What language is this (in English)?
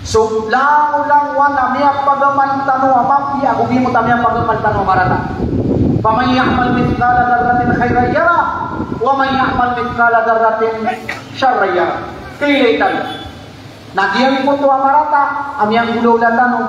Maranao